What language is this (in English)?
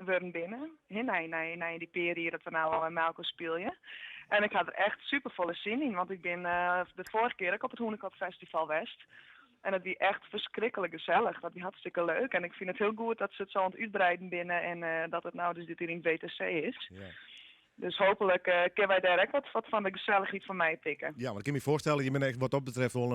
Western Frisian